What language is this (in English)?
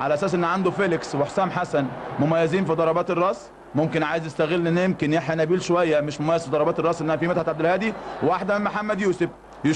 Egyptian Arabic